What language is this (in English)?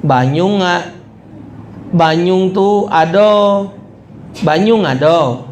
Musi